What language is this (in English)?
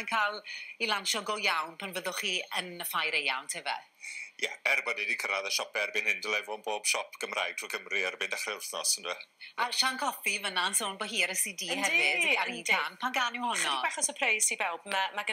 Welsh